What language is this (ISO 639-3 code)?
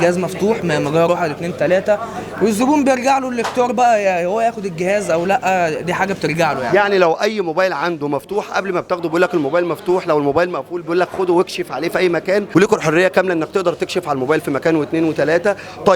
arz